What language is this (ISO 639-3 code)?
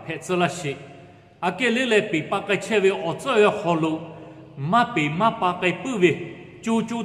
lhu